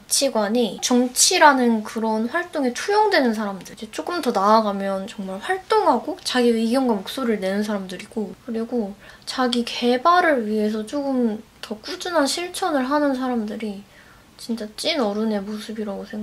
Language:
Korean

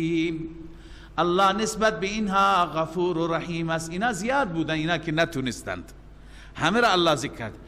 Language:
Persian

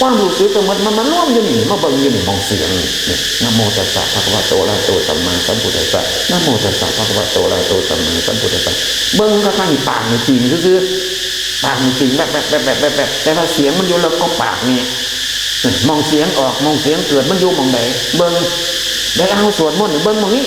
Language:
Northeastern Thai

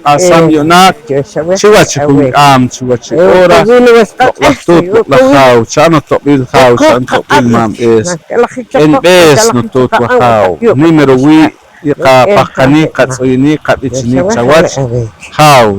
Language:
Poqomchi'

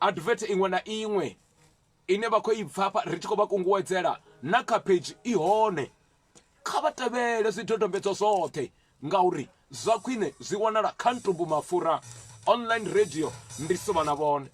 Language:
Venda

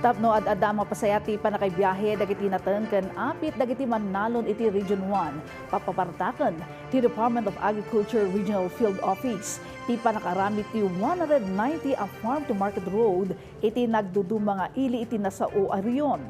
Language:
Iloko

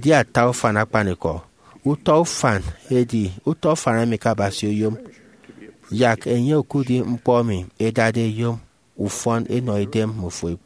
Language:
Efik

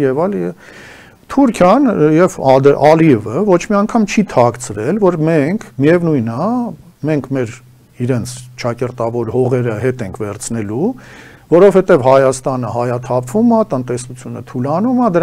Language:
Armenian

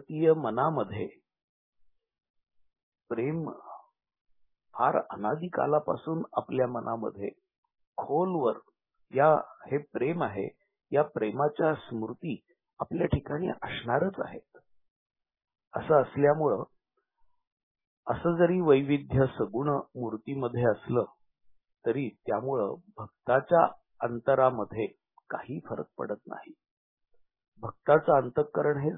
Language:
Marathi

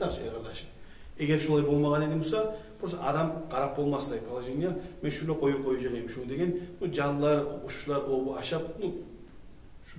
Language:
Kumyk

